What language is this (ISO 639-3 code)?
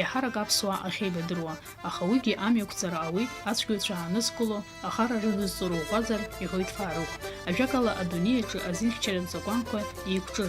abk